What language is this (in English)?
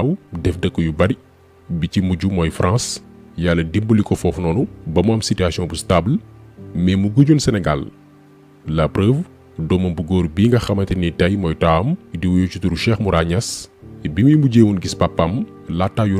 Wolof